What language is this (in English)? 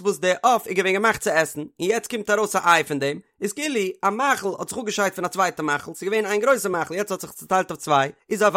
Yiddish